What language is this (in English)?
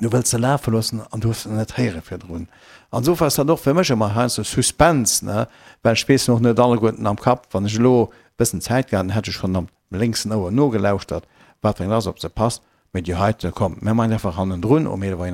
Luxembourgish